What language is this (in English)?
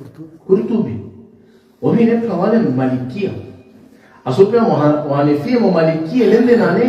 Balkan Romani